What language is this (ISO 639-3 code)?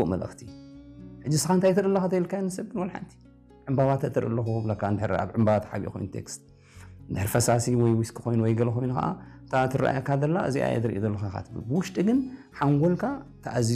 tir